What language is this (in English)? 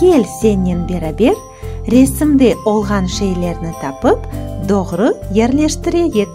Crimean Tatar